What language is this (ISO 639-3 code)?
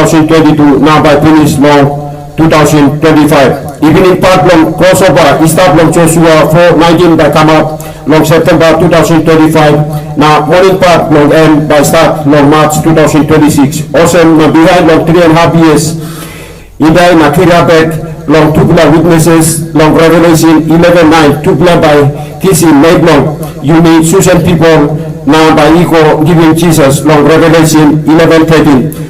tpi